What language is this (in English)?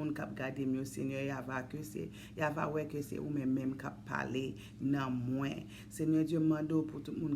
Haitian Creole